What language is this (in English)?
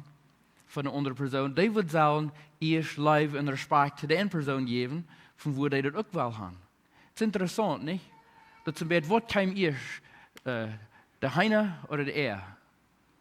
Plautdietsch